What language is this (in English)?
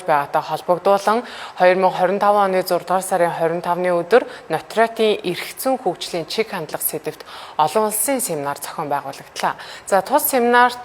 Mongolian